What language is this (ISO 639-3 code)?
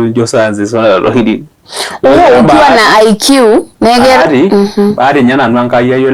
mas